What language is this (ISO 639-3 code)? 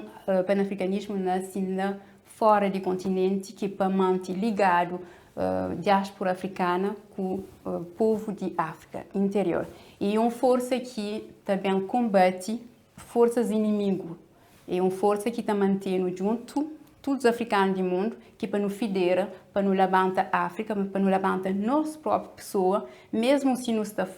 kea